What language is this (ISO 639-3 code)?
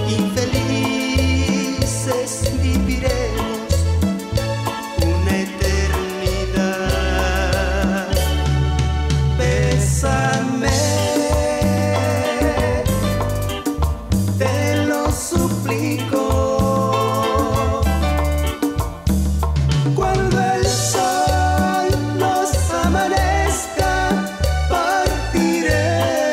spa